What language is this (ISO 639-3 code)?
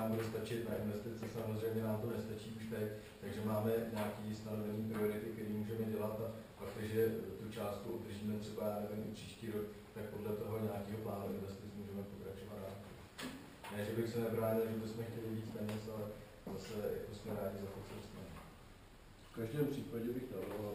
ces